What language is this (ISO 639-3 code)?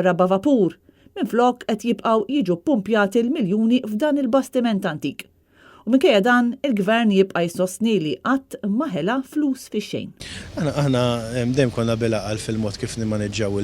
mlt